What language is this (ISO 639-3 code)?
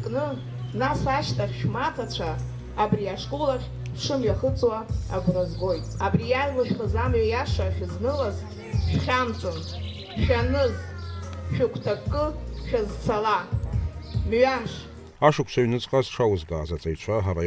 abk